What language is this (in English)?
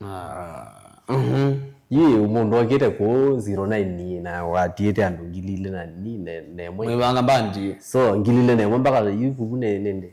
Kamba